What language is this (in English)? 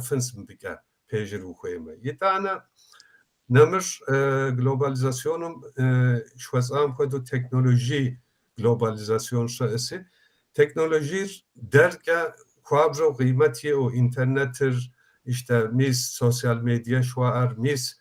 Kabardian